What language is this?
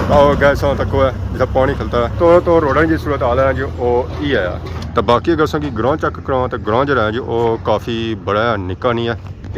Pahari-Potwari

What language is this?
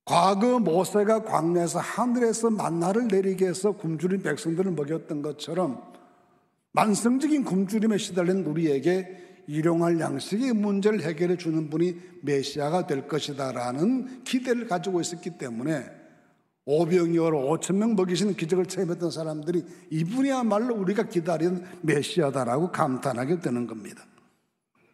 Korean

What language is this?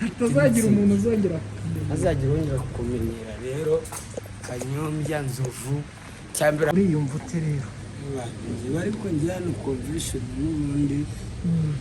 Kinyarwanda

